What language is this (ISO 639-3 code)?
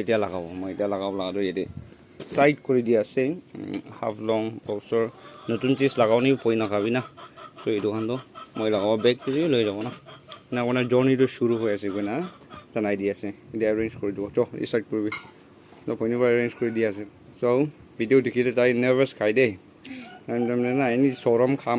nag